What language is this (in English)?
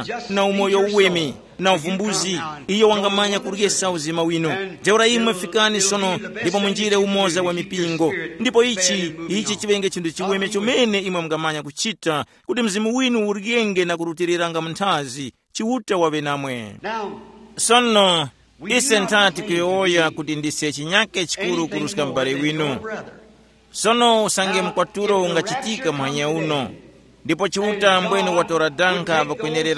Tumbuka